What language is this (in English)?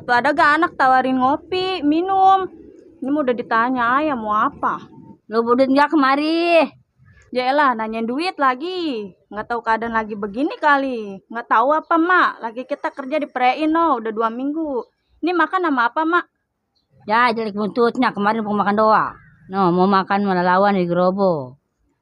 Betawi